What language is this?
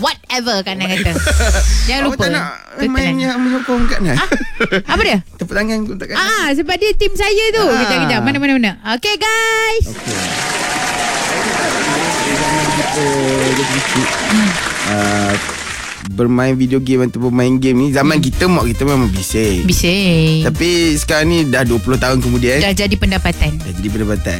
Malay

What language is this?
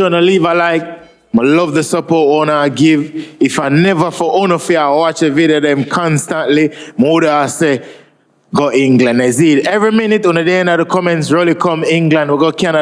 Jamaican Creole English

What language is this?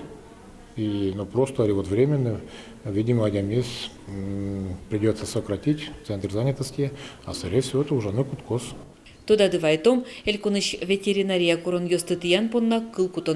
Udmurt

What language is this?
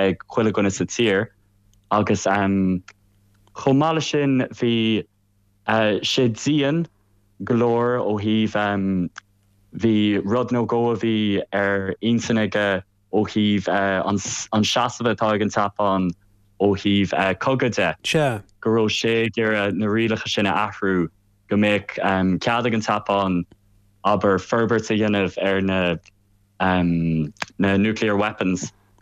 Irish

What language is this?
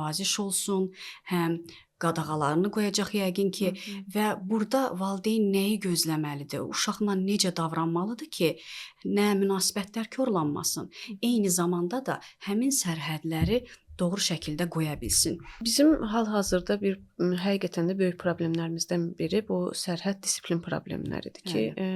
Azerbaijani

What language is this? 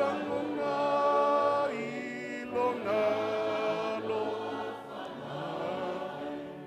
Samoan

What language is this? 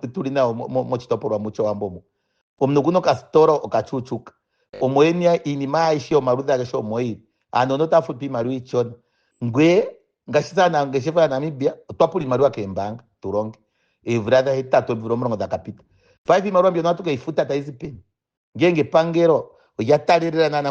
Ndonga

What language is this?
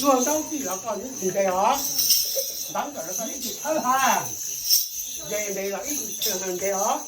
Hmong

